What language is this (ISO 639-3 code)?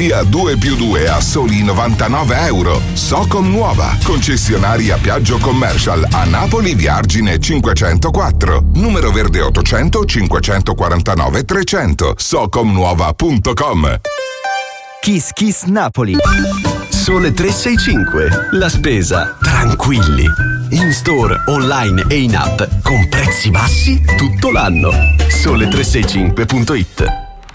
ita